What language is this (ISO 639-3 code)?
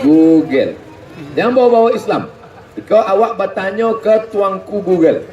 min